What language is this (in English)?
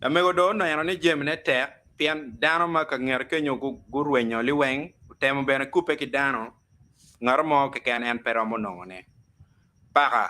Acoli